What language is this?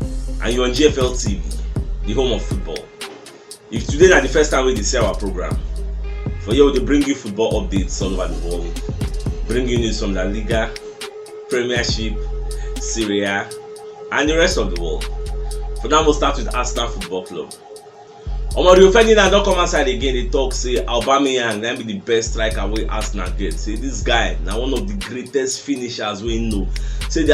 Nigerian Pidgin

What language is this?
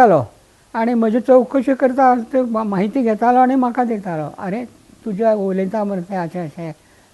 Konkani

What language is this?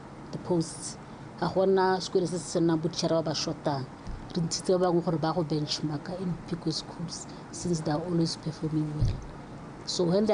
Tswana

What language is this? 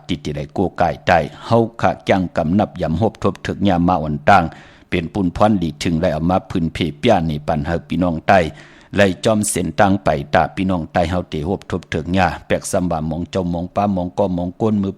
Shan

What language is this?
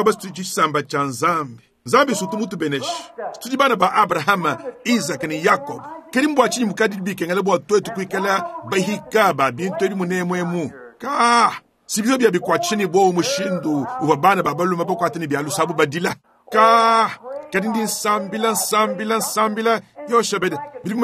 Luba-Lulua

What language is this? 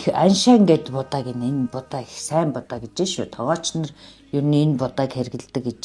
Mongolian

